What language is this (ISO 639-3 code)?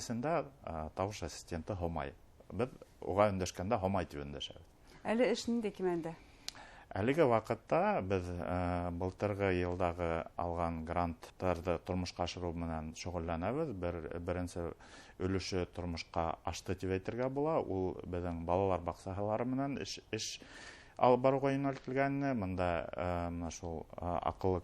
bak